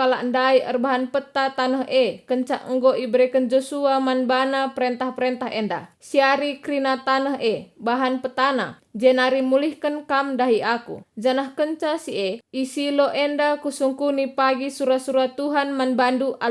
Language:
Batak Karo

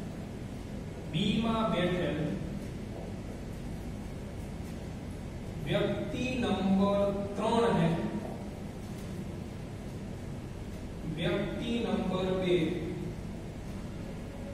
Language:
Gujarati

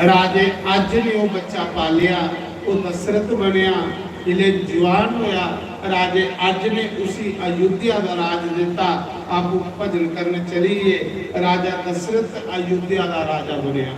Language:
Dogri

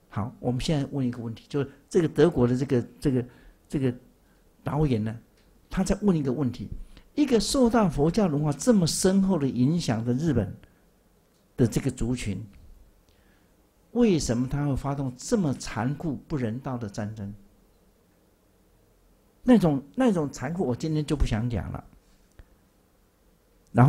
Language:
Chinese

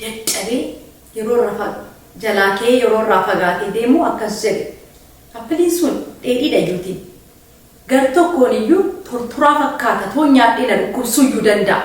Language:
Oromo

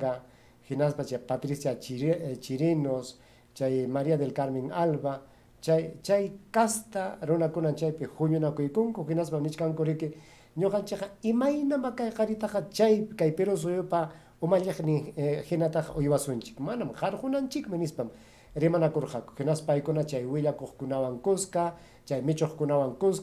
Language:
Ayacucho Quechua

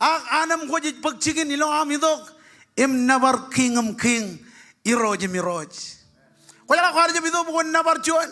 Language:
Marshallese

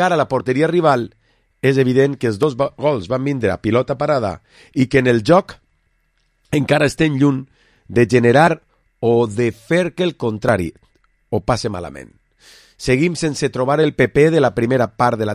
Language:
Catalan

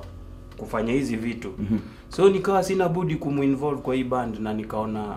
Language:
Swahili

